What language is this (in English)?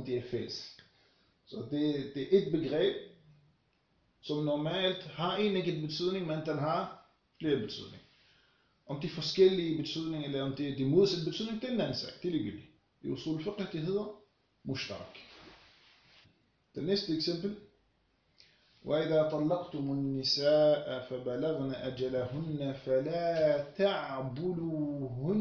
Danish